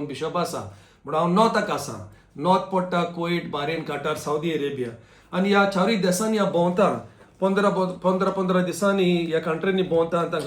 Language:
Konkani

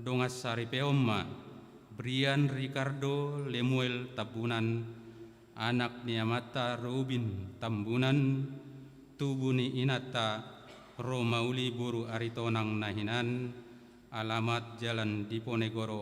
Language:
Batak Toba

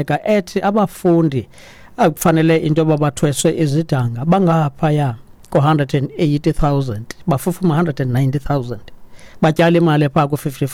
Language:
Xhosa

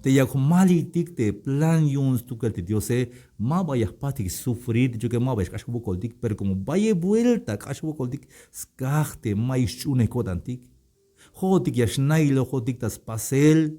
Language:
Tzeltal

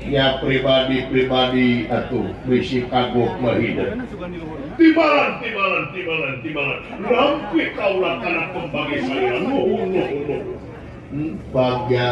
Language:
Sundanese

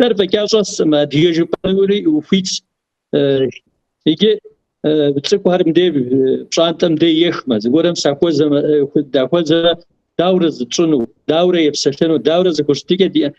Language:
Kabardian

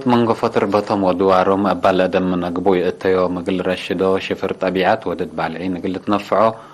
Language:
Tigre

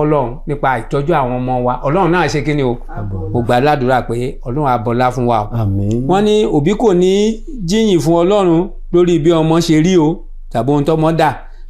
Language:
Yoruba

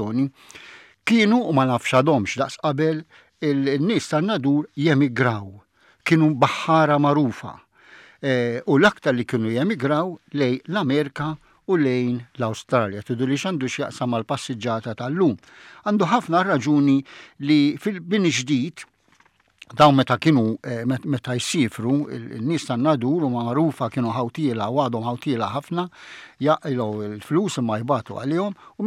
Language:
Maltese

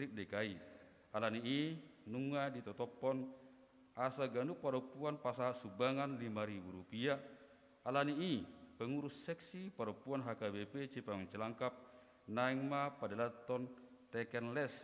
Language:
Batak Toba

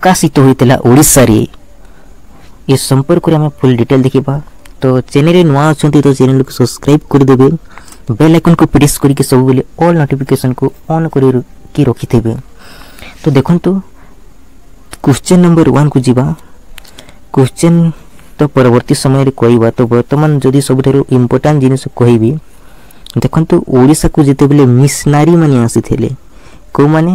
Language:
Odia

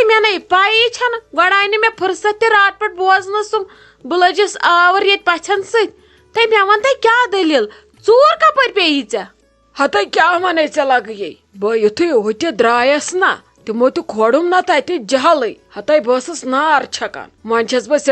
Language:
Kashmiri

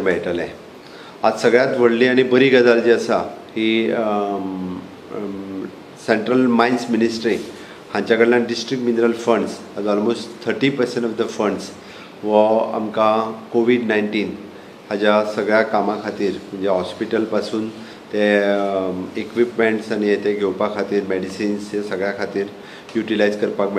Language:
Konkani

